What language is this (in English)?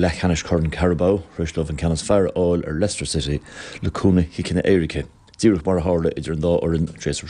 Irish